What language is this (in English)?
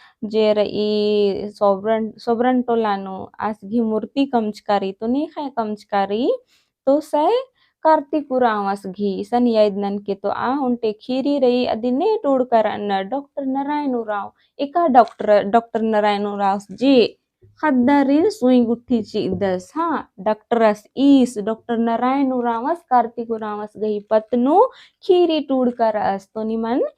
Kurukh